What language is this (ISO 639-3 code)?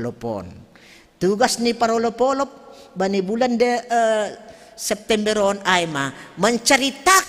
bts